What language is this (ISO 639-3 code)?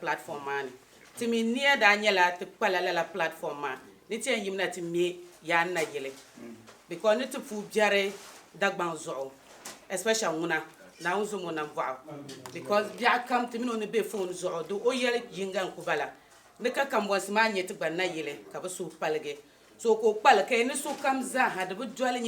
dag